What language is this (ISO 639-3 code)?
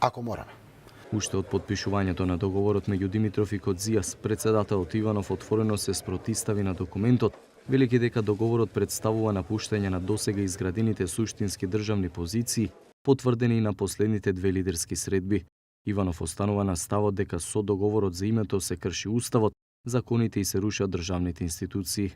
mkd